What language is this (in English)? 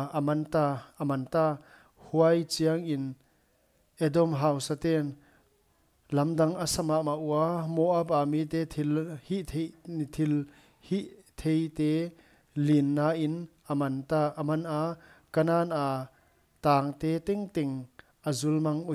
Paite Chin